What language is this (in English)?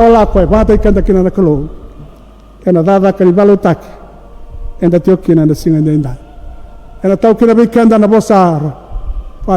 Fijian